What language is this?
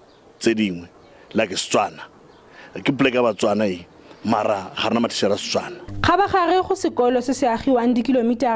Tswana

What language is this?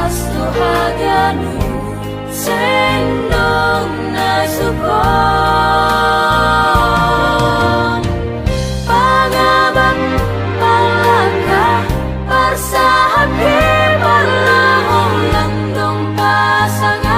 Batak Simalungun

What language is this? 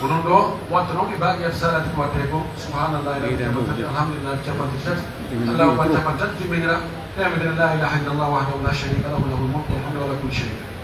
Pular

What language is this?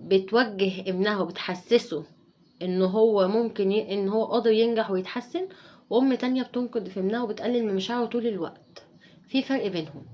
Egyptian Arabic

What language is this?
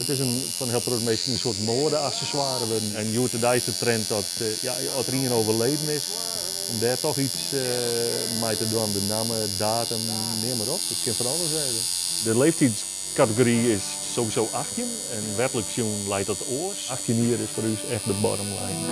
Western Frisian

